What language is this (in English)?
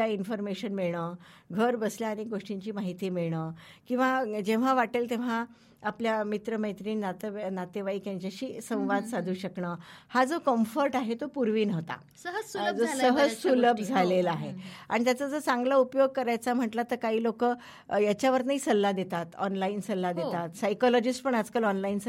Marathi